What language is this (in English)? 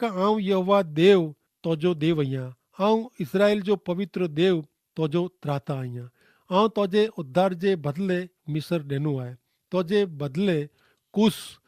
Kachhi